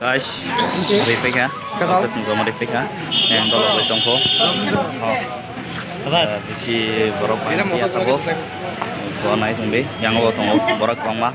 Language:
Kok Borok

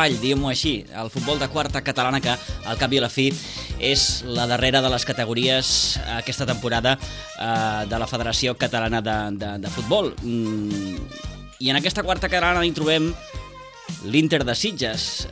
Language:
Catalan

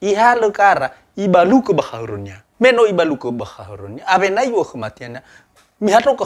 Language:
Nias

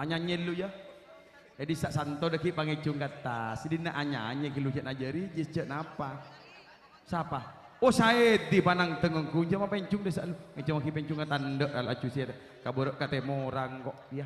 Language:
Madurese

